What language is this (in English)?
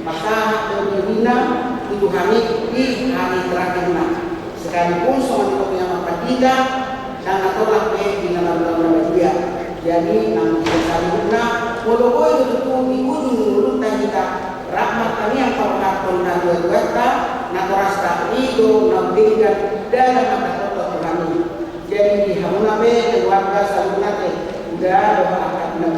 Batak Toba